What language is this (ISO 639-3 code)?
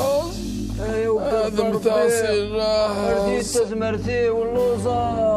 kab